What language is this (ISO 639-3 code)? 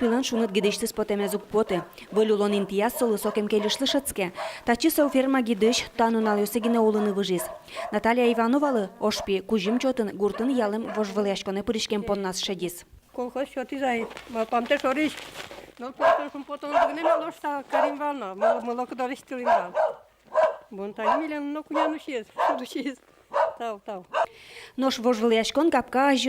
udm